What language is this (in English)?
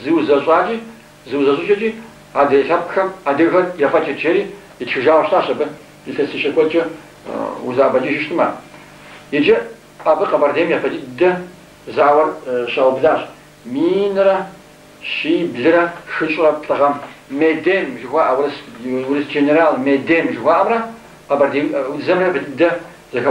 Kabardian